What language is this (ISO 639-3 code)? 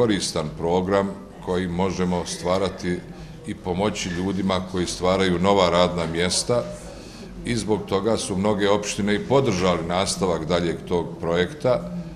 bos